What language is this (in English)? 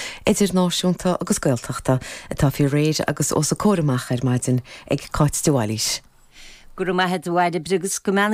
Irish